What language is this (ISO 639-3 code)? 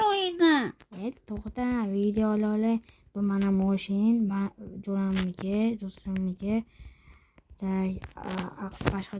uzb